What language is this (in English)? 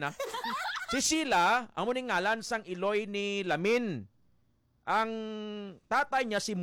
Hiligaynon